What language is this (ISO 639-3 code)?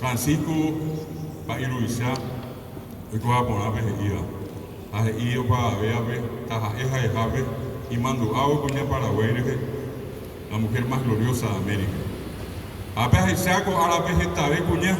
grn